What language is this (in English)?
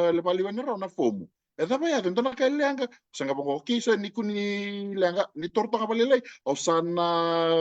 Fijian